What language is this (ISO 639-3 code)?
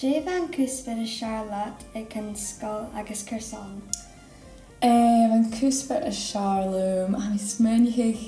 gla